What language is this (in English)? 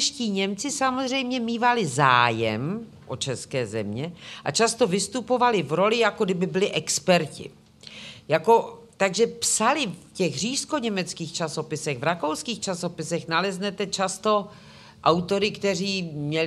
Czech